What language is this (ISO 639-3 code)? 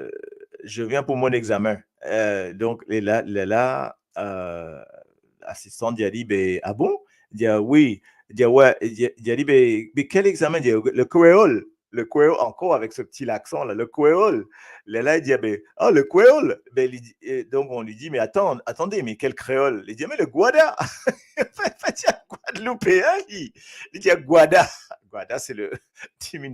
mfe